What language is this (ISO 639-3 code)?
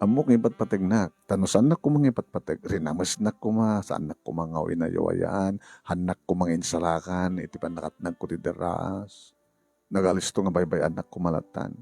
ilo